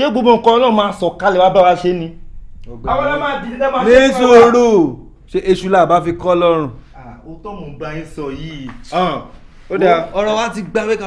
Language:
Yoruba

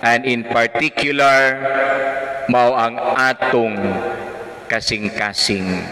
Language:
Cebuano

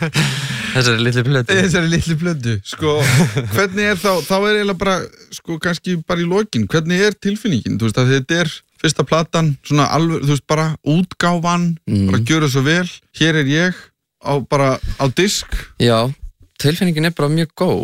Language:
Icelandic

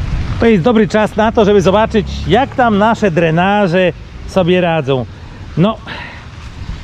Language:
Polish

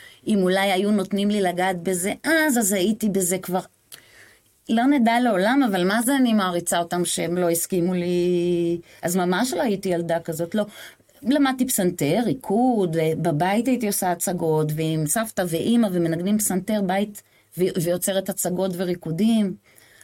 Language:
Hebrew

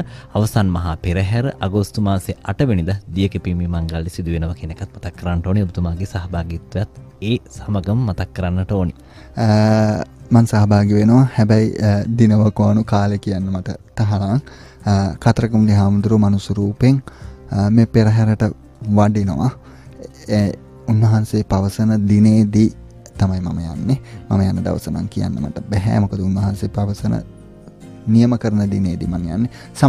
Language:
Sinhala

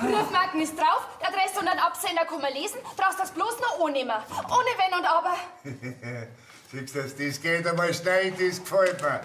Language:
Bavarian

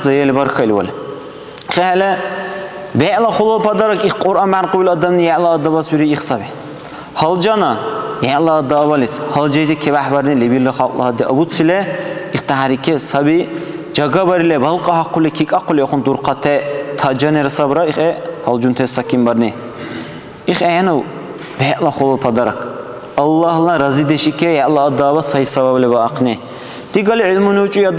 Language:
Dargwa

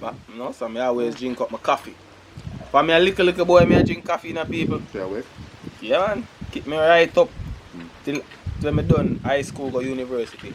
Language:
Jamaican Creole English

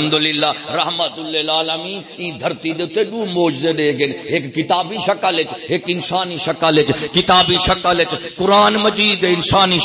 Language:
Saraiki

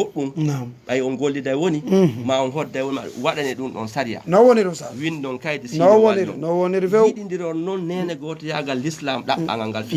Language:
Fula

